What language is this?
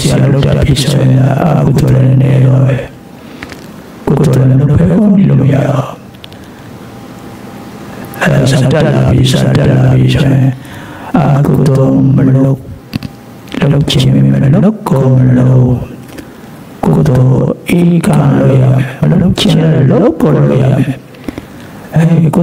Burmese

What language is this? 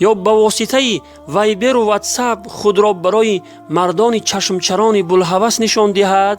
Tajik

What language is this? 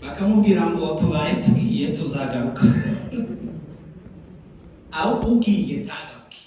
Kinyarwanda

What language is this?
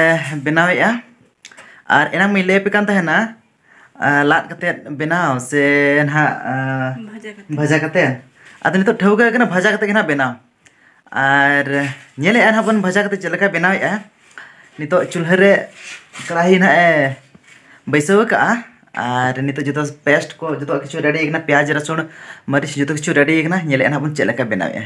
Santali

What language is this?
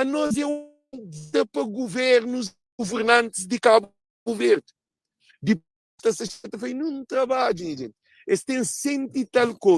Kabuverdianu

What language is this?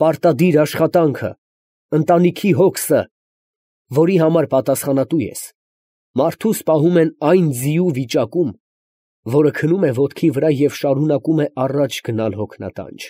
Armenian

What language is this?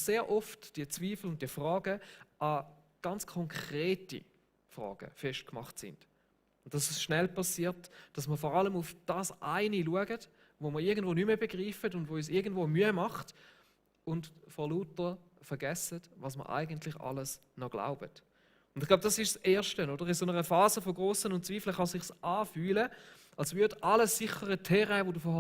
Swiss German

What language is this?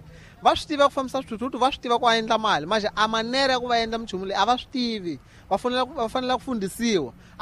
Tsonga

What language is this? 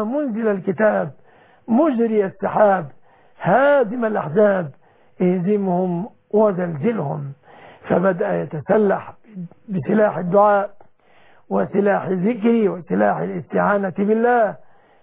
Arabic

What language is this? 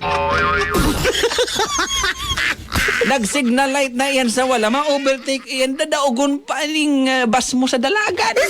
Bikol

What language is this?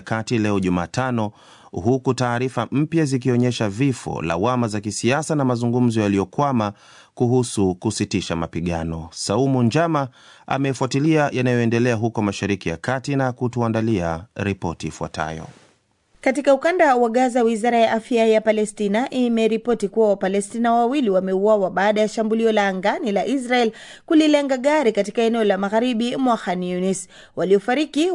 Swahili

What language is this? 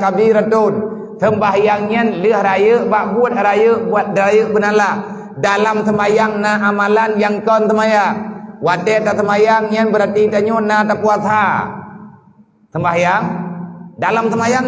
Achinese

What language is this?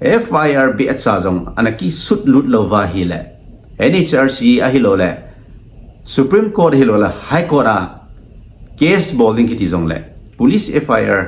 Thado Chin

